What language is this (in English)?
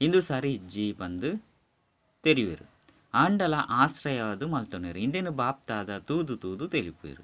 Tulu